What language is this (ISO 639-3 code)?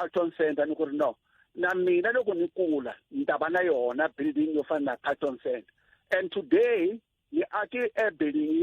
tso